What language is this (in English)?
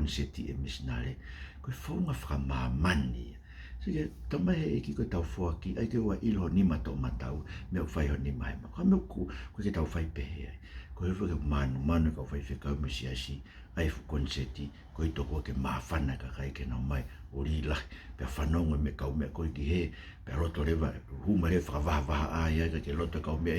Tongan